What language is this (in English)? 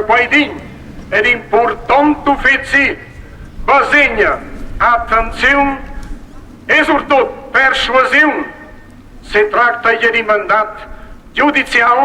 Romansh